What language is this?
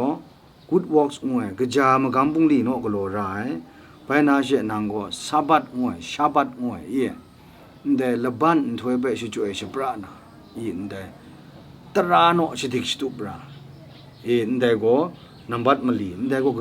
Kachin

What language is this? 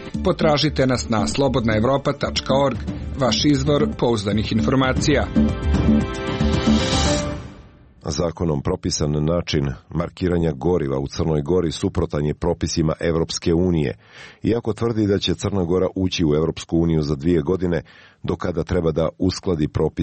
Serbian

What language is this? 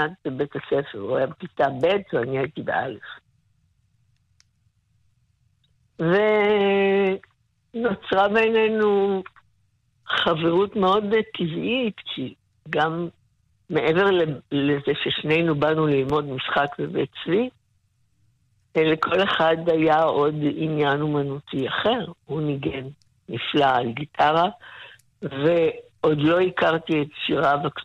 Hebrew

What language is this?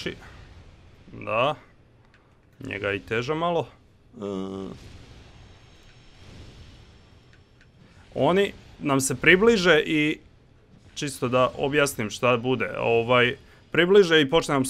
Croatian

